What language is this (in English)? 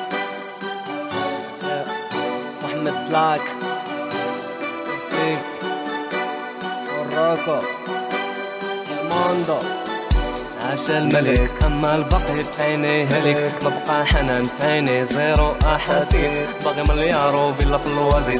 Moroccan Arabic